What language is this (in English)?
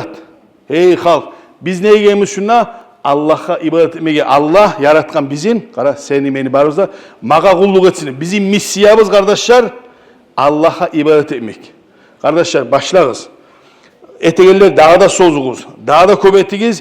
Kumyk